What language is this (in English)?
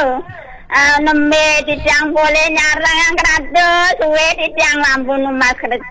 Balinese